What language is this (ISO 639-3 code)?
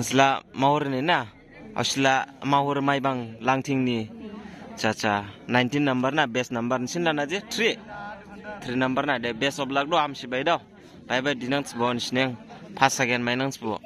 dis